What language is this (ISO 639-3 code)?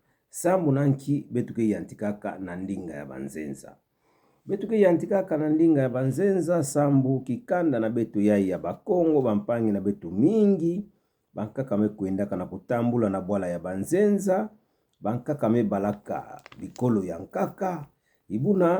ktu